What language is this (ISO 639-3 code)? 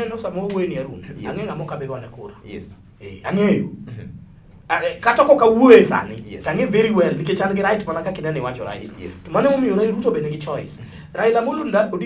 luo